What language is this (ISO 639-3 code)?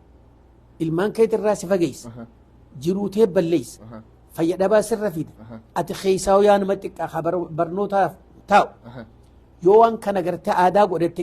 orm